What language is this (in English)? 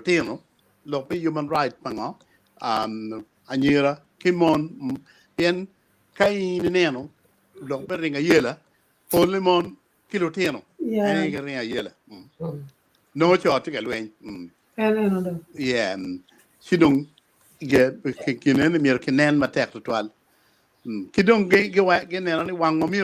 Acoli